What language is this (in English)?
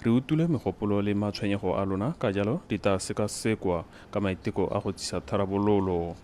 Tswana